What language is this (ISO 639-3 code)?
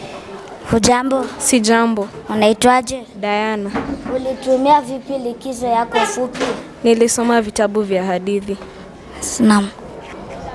swa